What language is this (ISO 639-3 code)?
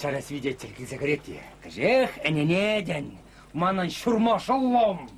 chv